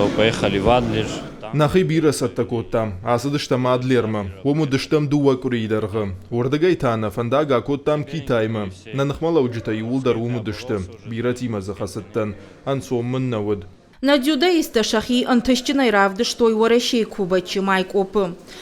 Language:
Ossetic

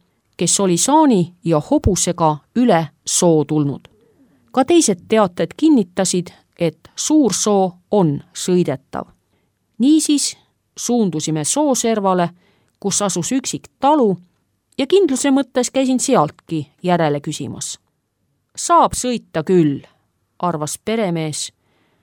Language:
Estonian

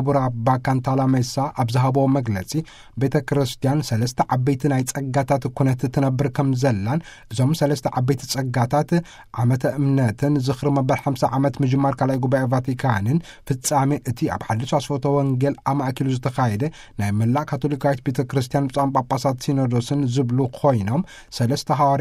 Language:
Tigrinya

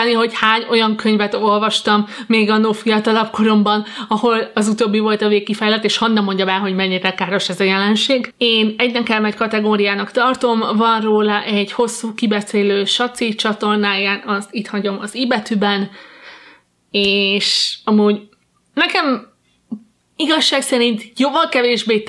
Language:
Hungarian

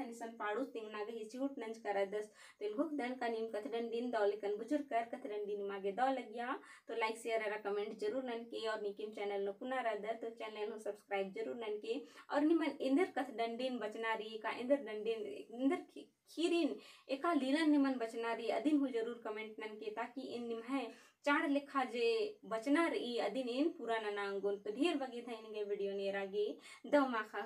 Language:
Kurukh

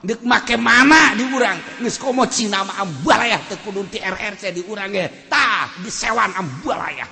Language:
Sundanese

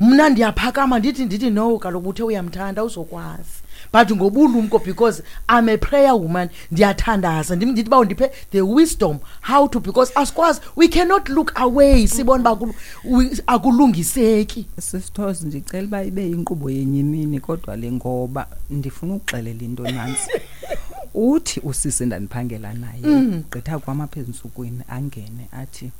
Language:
Xhosa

